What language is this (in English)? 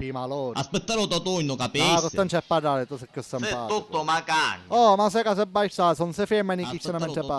Sicilian